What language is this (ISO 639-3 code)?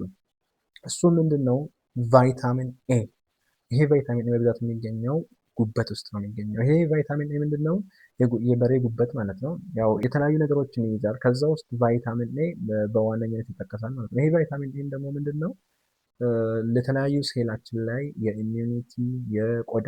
amh